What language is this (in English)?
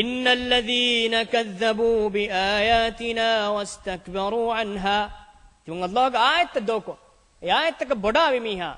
Divehi